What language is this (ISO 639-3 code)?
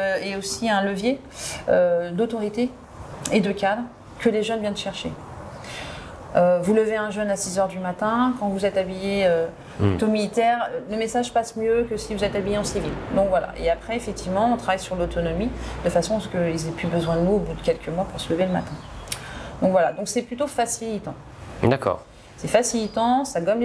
fra